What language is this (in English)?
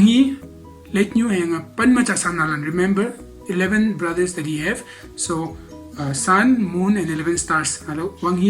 Konyak Naga